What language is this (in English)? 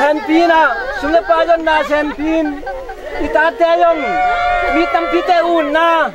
Tedim Chin